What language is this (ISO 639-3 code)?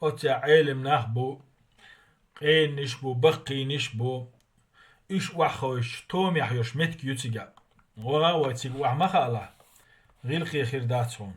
che